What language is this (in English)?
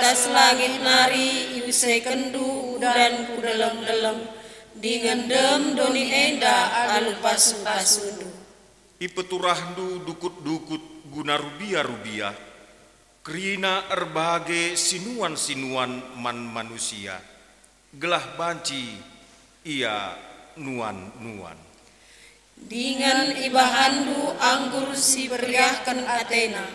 Batak Karo